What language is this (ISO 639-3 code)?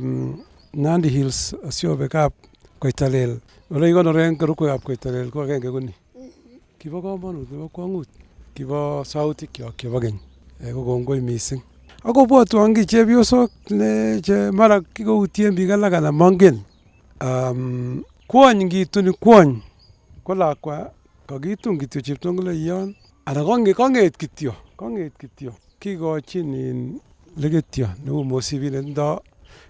kln